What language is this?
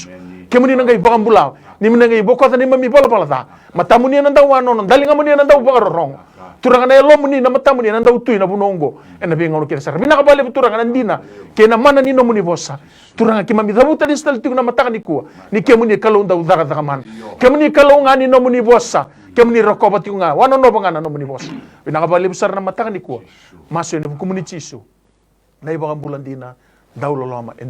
Fijian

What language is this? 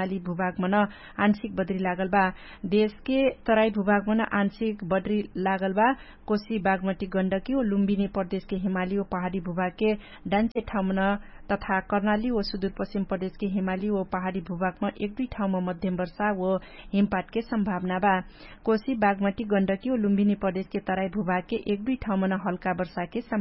Dangaura Tharu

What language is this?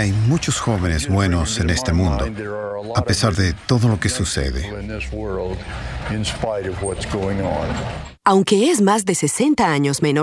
Spanish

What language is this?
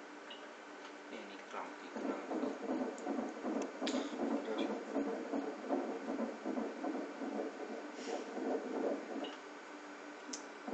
Afrikaans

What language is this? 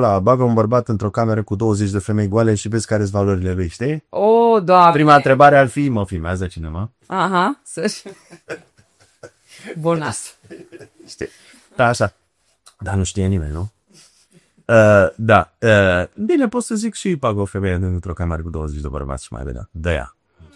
Romanian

